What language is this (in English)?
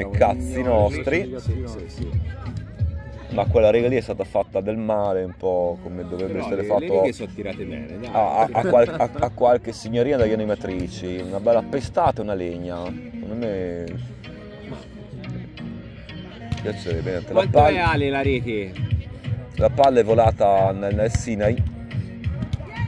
Italian